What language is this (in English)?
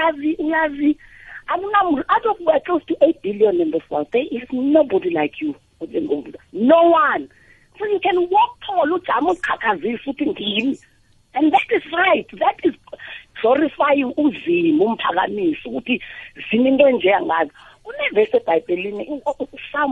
South Ndebele